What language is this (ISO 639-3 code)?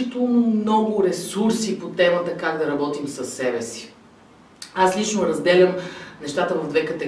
bul